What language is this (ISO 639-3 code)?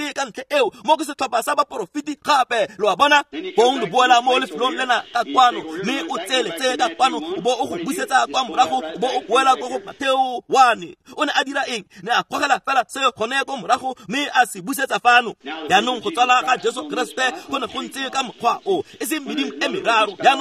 tsn